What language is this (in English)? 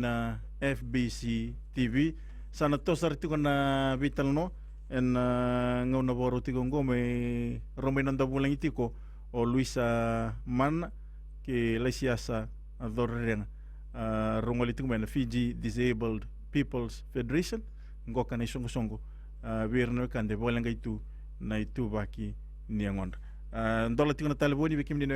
Fijian